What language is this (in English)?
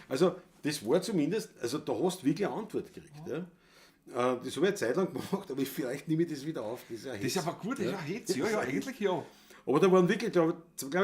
Bavarian